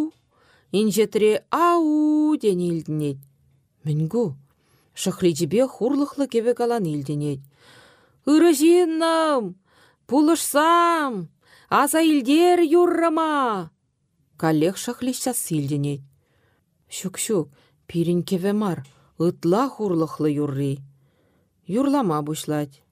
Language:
Chuvash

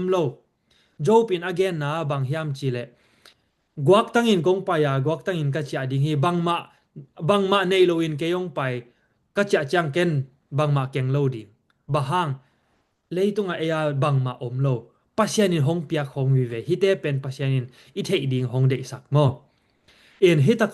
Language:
Tedim Chin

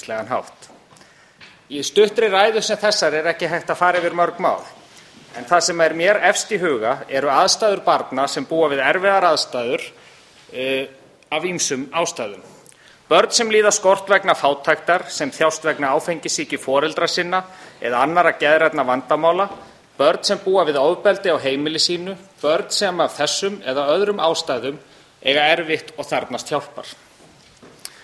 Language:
Icelandic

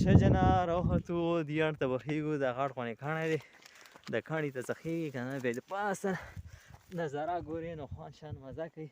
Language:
Pashto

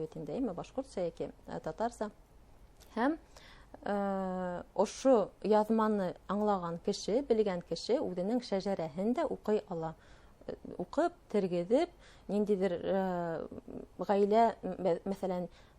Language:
Bashkir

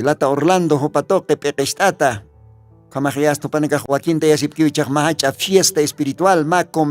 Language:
Aymara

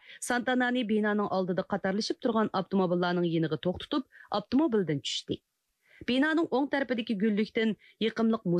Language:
Uyghur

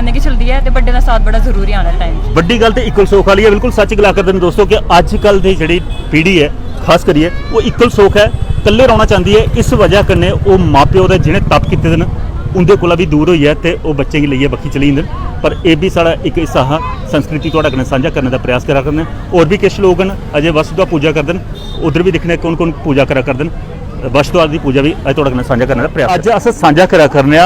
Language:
Dogri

